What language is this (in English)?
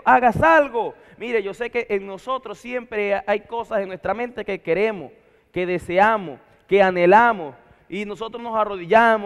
Spanish